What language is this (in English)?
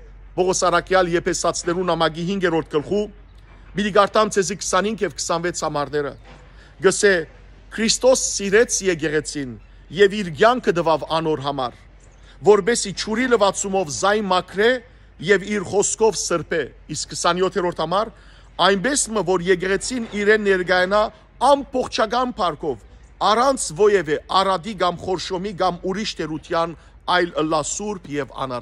Western Armenian